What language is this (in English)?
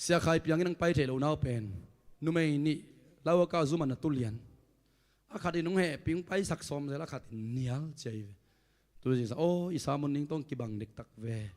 Tedim Chin